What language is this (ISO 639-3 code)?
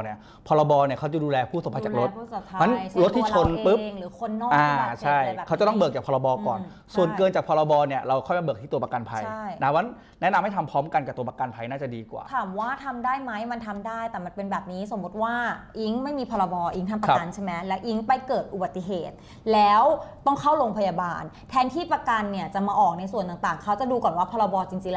tha